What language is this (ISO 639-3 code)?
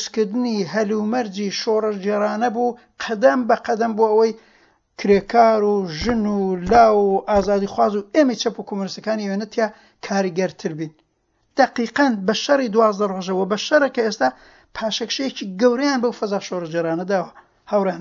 ckb